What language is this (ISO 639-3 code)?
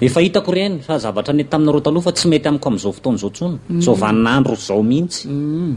mlg